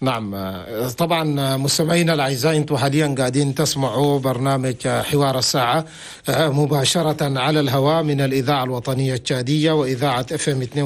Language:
Chadian Arabic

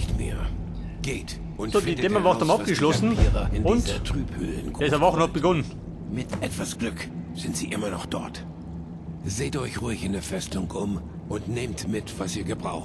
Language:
Bavarian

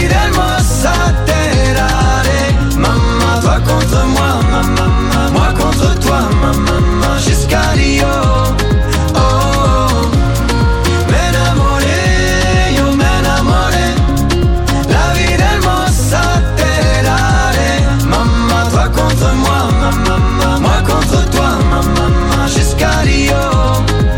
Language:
French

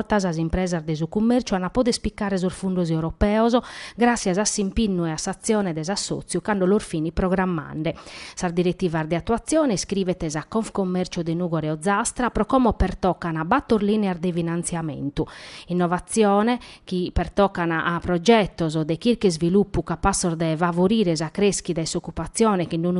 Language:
Sardinian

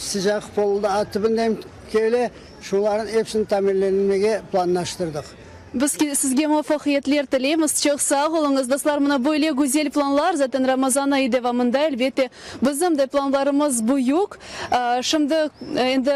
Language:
Crimean Tatar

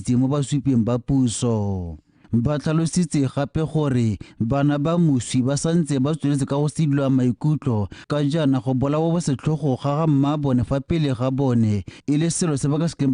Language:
Tswana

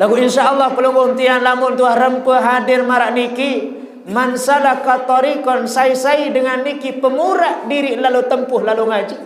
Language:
Sasak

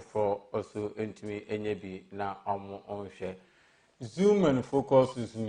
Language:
Akan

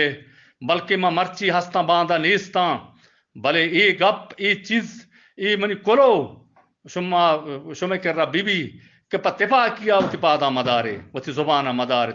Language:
Eastern Balochi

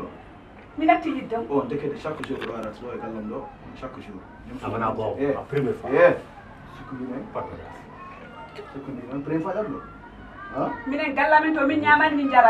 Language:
Fula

